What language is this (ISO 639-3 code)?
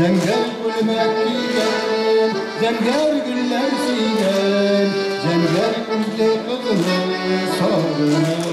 bak